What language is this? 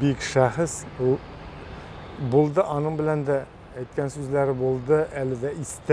Tatar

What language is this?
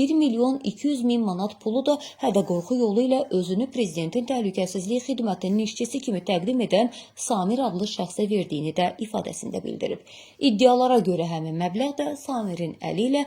Azerbaijani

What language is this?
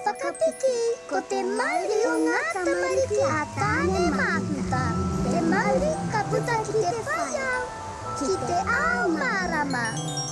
Māori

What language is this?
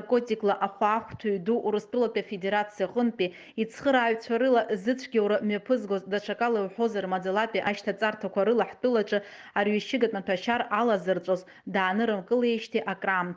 Abkhazian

